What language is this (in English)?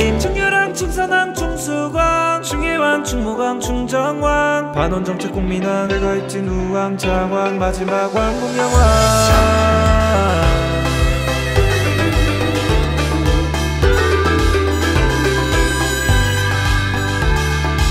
Korean